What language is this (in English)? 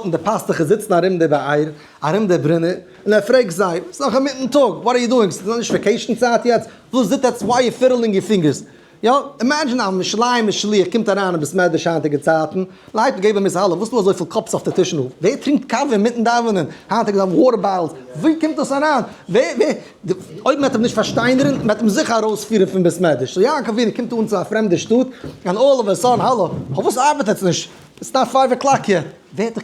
Yiddish